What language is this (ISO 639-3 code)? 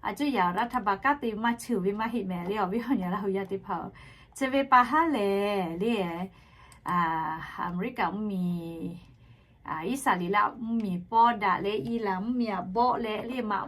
lhu